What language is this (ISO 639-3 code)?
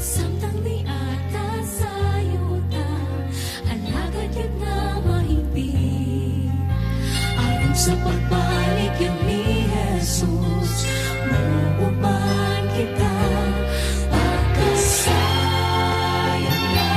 ceb